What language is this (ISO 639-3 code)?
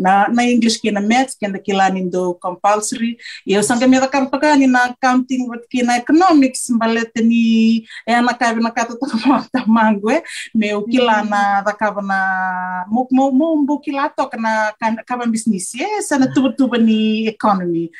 fij